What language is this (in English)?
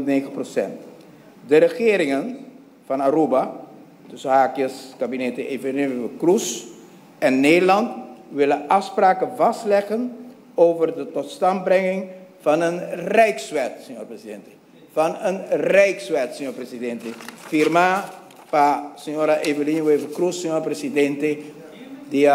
Papiamento